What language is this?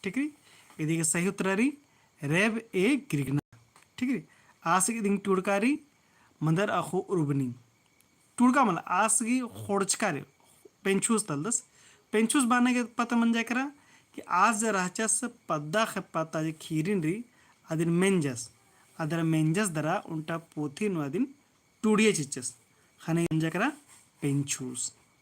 Kurukh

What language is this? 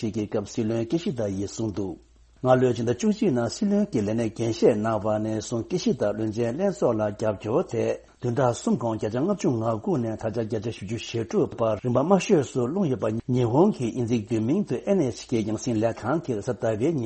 Tibetan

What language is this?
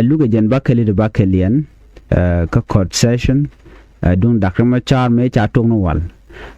Nuer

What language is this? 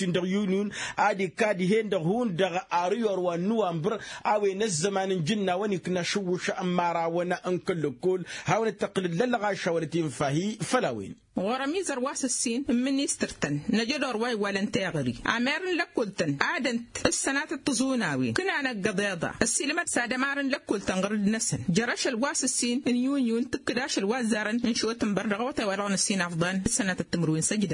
Tamasheq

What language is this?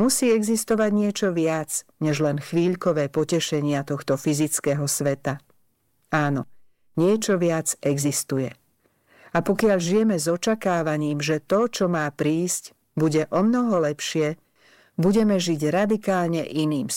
Slovak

